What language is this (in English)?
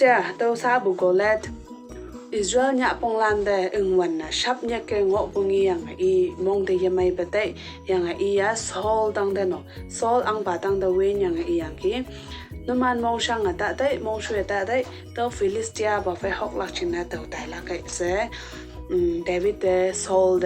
Konyak Naga